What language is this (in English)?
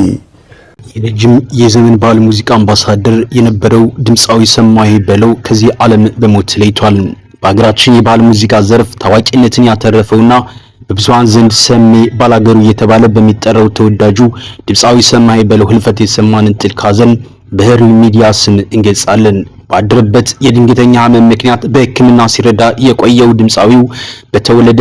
Amharic